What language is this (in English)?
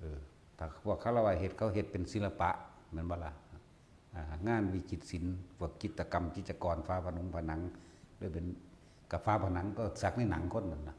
Northeastern Thai